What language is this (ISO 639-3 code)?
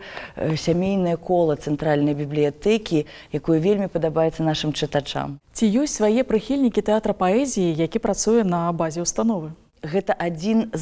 bel